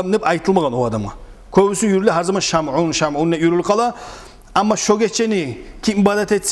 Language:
Kumyk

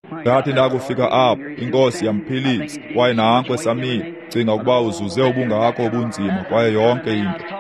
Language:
Xhosa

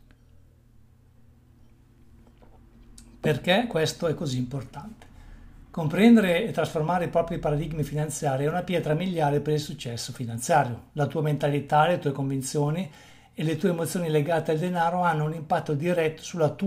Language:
Italian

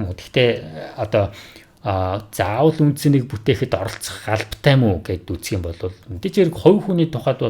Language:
Mongolian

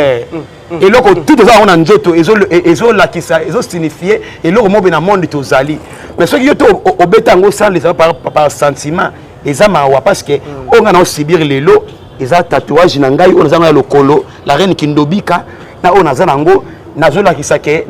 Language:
Lingala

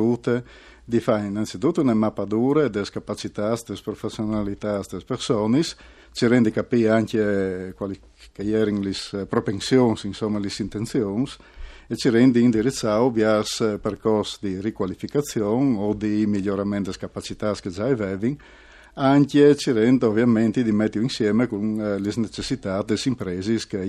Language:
Friulian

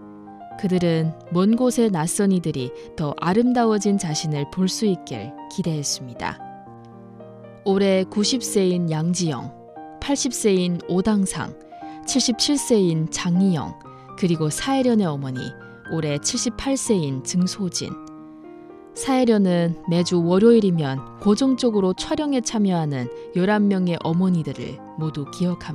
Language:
Korean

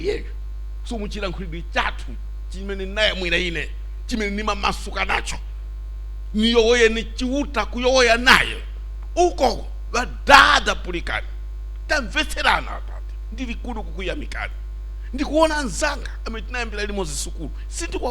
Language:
Nyanja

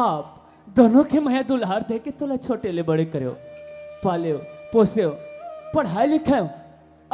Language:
Chhattisgarhi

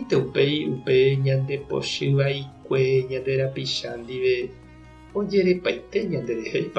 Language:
Guarani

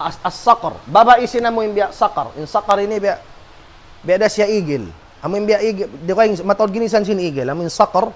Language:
Tausug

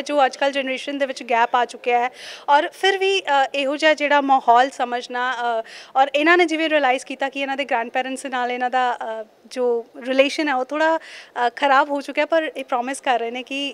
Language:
Punjabi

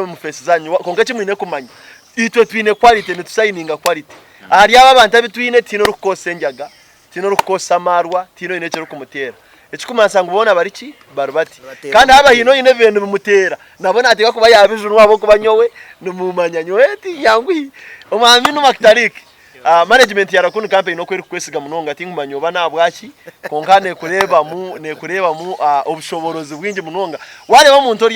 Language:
Nyankole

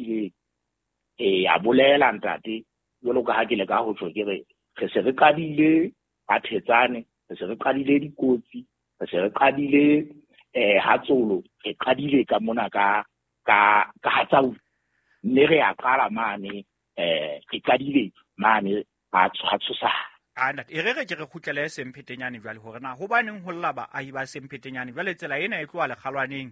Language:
Southern Sotho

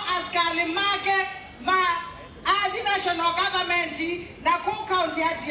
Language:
Kamba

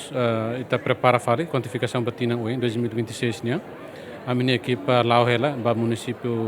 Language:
Tetum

